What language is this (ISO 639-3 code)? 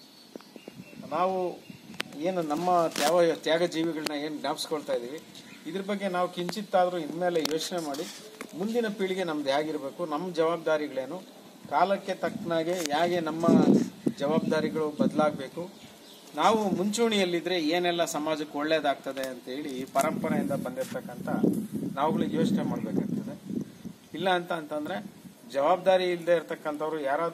kan